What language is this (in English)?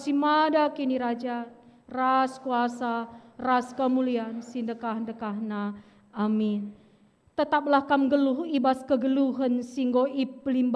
Batak Karo